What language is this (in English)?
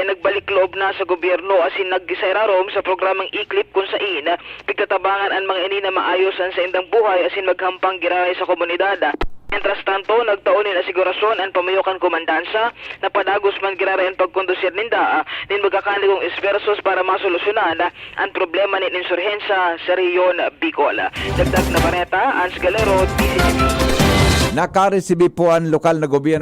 Bikol